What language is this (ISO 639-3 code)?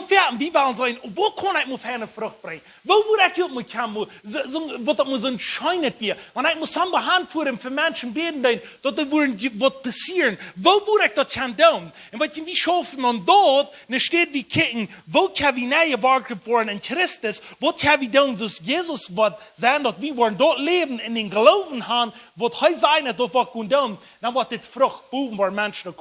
pdt